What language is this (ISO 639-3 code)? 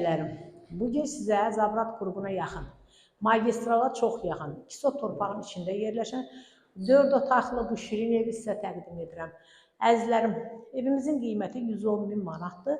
aze